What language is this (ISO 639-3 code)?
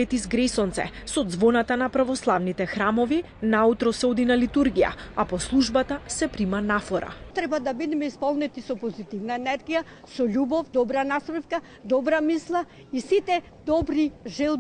mkd